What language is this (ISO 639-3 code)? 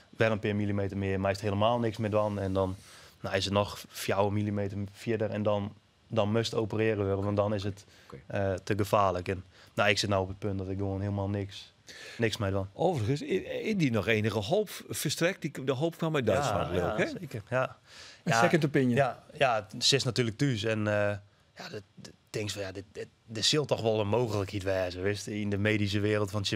fry